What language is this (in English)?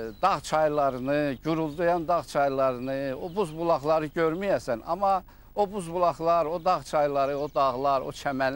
Azerbaijani